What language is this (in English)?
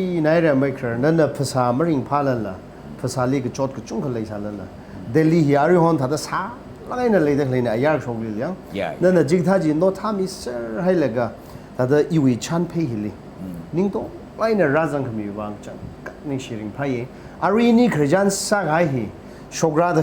Tangkhul Naga (India)